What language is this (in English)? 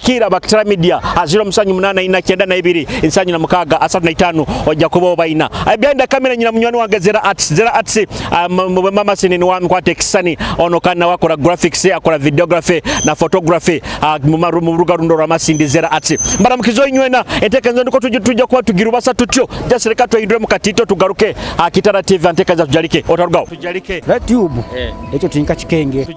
Nyoro